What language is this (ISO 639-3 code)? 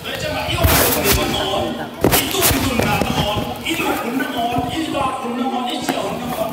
ctd